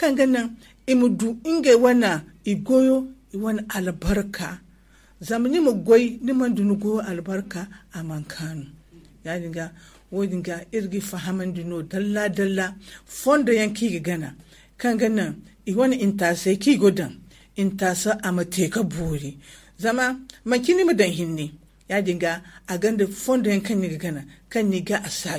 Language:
Zarma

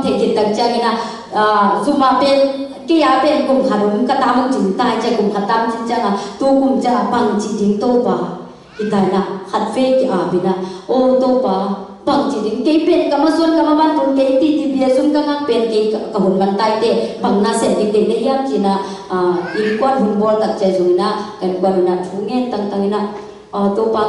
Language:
Tedim Chin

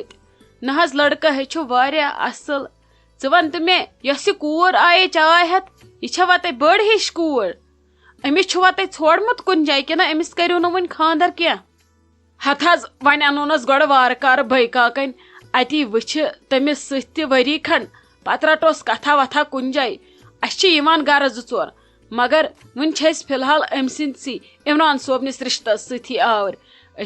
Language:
Kashmiri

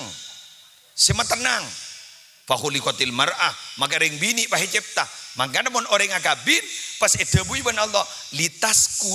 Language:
Madurese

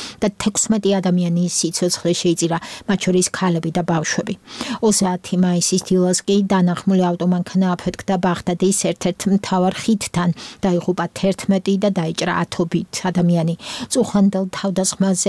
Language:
Georgian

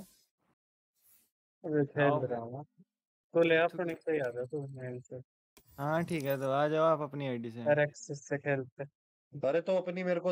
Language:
Hindi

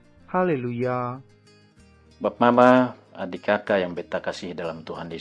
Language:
Kupang Malay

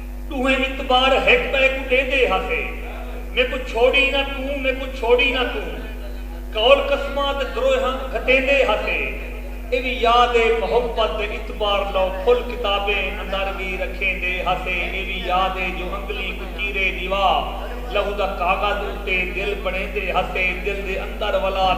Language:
Saraiki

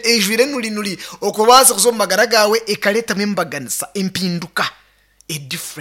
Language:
Nyankole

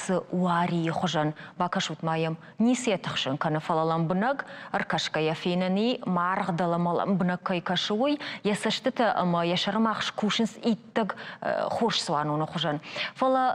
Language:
Ossetic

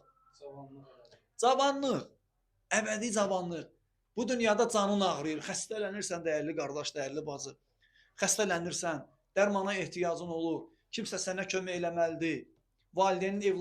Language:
Azerbaijani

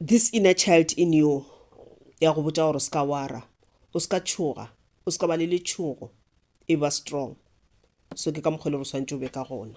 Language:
Northern Sotho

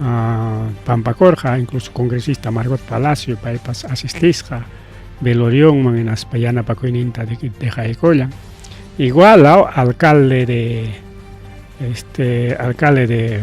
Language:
Ayacucho Quechua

